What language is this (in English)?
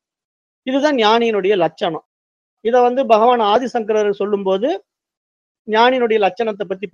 Tamil